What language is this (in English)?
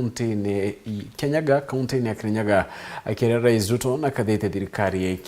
Meru